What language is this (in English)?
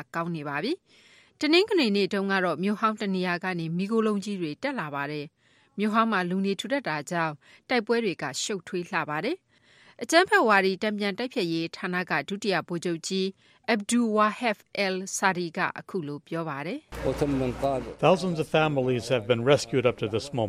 Burmese